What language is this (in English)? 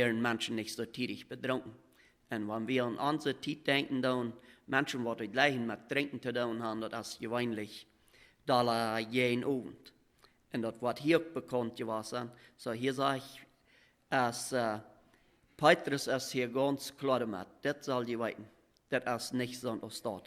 Plautdietsch